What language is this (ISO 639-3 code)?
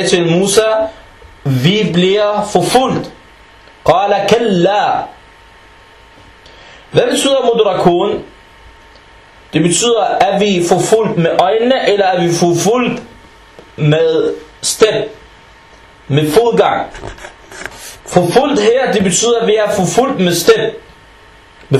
dan